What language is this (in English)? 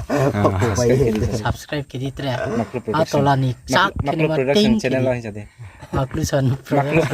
Riang (India)